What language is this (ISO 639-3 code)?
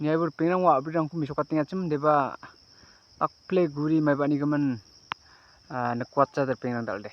grt